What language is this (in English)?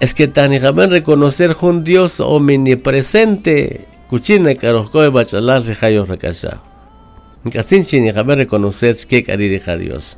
Kaqchikel